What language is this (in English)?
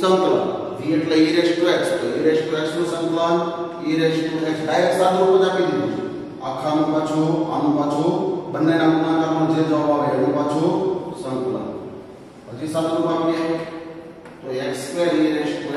Gujarati